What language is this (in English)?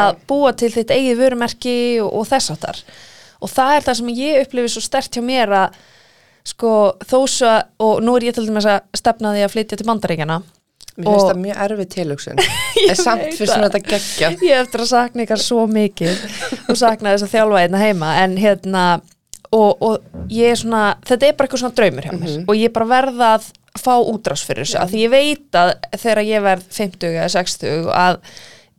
Icelandic